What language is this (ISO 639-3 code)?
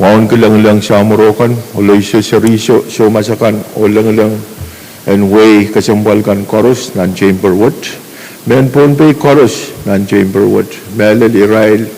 pon